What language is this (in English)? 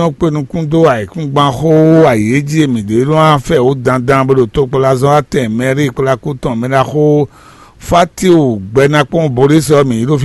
Fon